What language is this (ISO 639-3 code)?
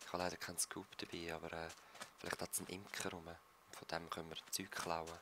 gsw